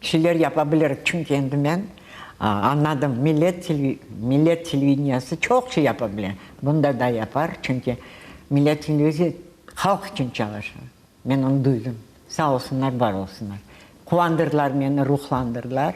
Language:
Crimean Tatar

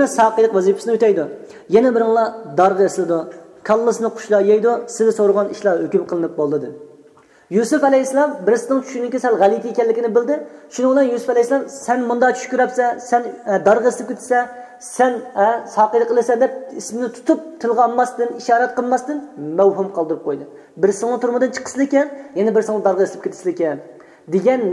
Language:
Uyghur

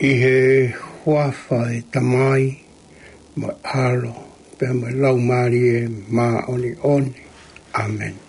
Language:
Tongan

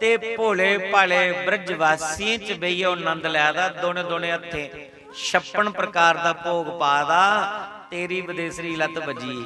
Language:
Dogri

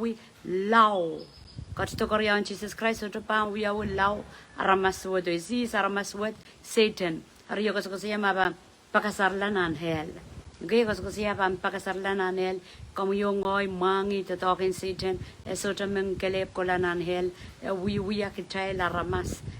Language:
Pohnpeian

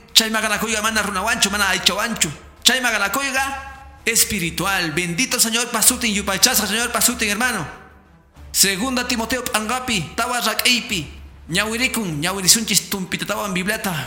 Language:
Quechua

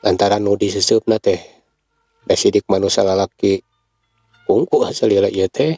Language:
Sundanese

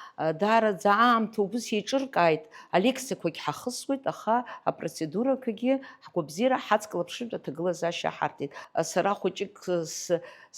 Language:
Abkhazian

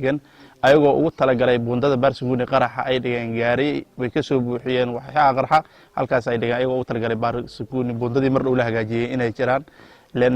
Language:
Somali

